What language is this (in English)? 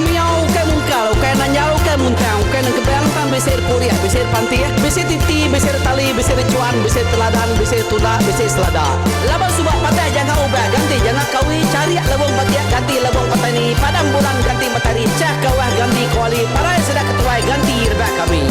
Iban